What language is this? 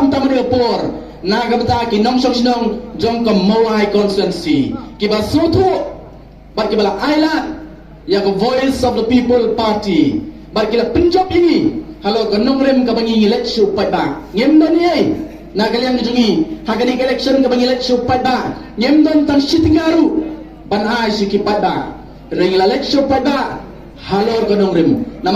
Khasi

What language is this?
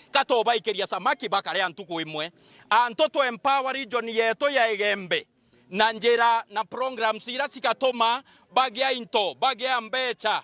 Meru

